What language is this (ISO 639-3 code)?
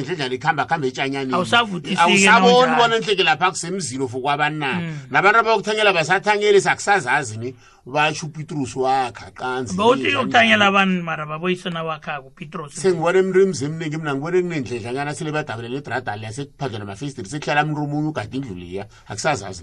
nbl